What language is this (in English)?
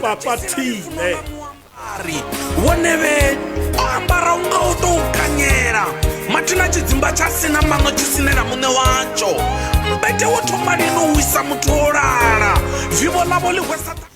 Venda